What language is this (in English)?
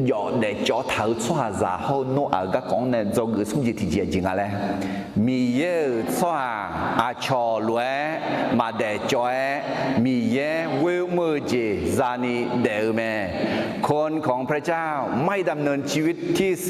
Akha